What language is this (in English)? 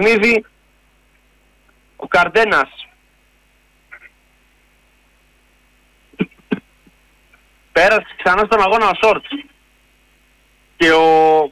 Greek